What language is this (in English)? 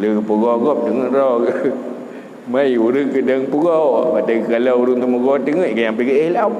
Achinese